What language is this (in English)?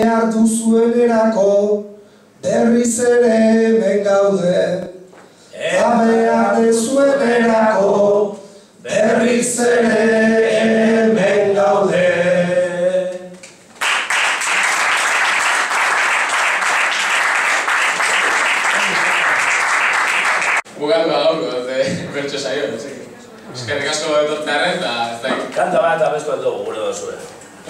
Basque